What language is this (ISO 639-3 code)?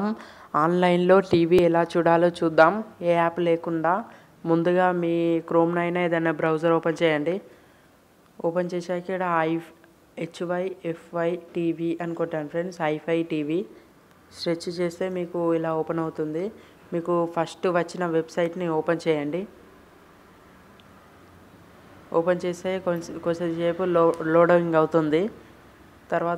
tel